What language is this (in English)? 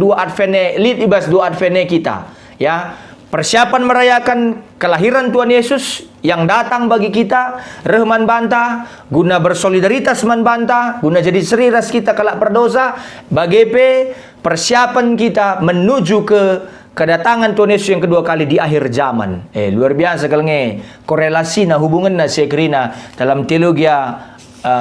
Batak Karo